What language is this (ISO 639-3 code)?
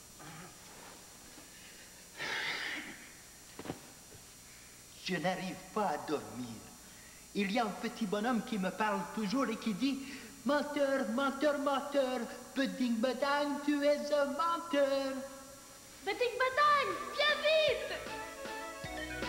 fra